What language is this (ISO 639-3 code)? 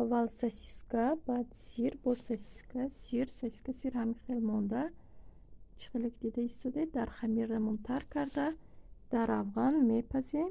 tgk